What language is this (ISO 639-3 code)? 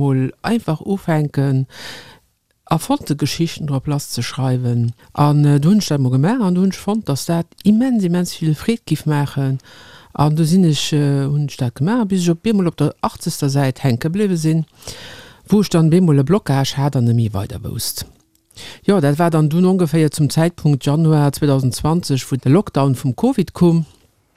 ltz